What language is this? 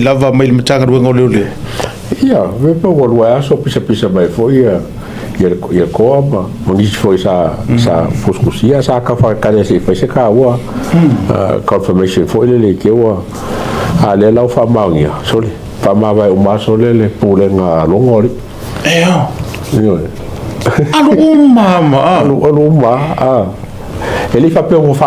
Samoan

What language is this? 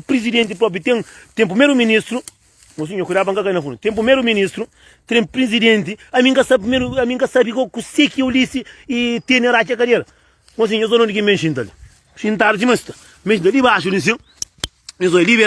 Kabuverdianu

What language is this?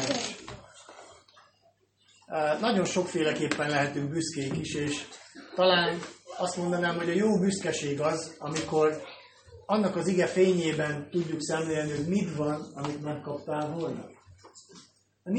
Hungarian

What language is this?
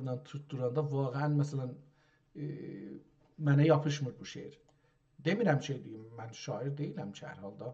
South Azerbaijani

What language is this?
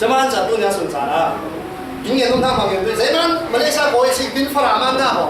Falam Chin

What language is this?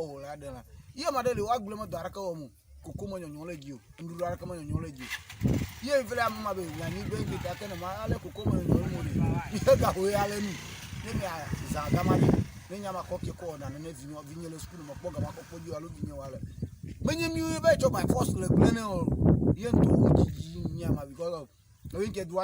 Ewe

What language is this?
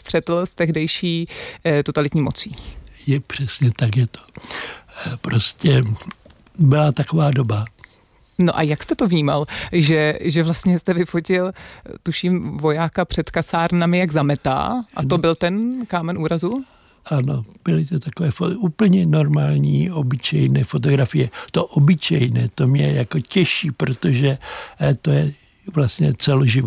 Czech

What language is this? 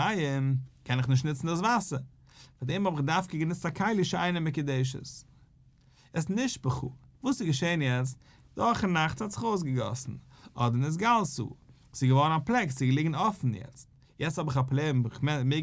Yiddish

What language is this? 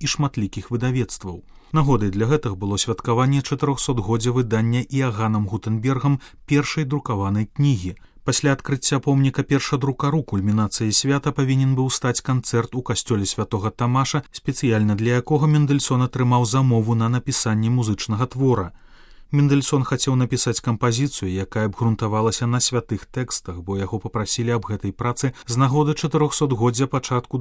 Belarusian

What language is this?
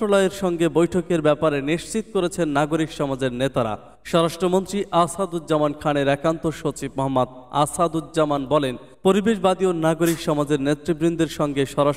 Bangla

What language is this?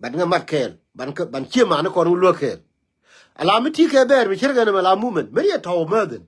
Nuer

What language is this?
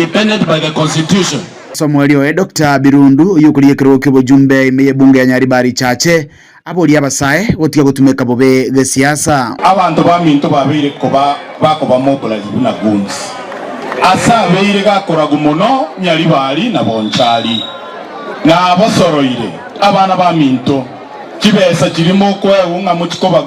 Gusii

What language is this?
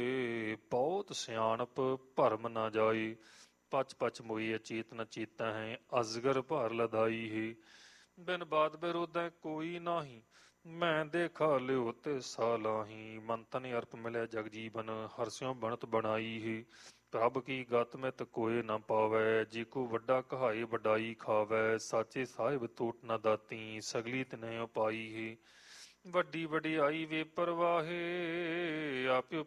Punjabi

